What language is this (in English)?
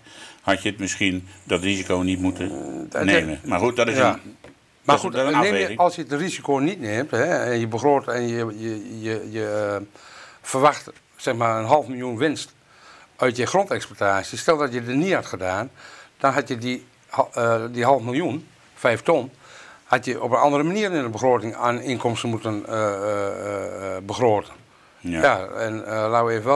Dutch